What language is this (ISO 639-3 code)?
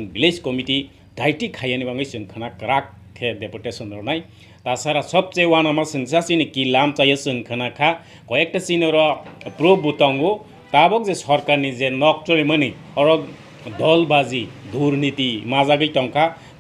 trp